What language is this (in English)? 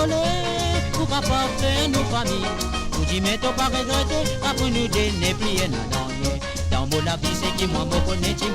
Morisyen